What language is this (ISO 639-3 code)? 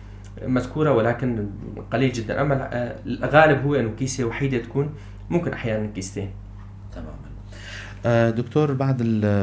apc